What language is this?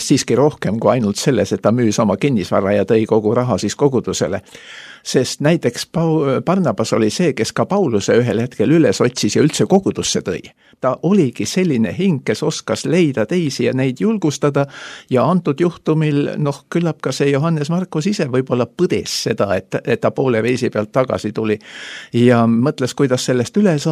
Estonian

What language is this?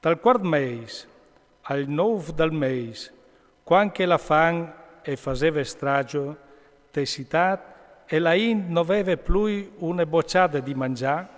Friulian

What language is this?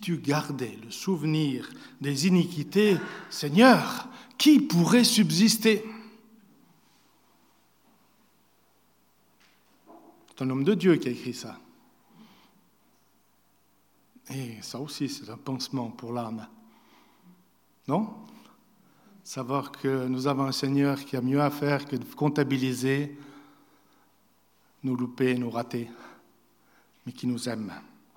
French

